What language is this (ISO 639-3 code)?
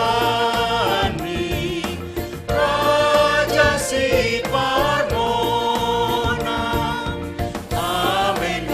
bts